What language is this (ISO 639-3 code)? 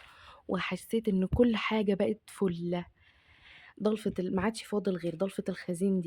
arz